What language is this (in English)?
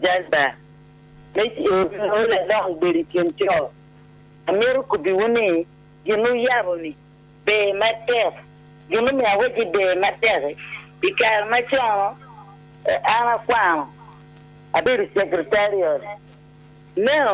Acoli